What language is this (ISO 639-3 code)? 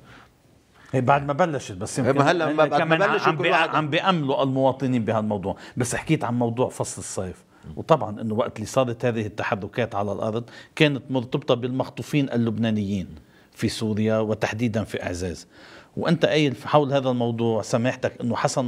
apc